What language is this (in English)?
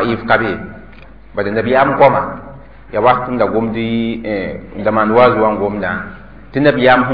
Mossi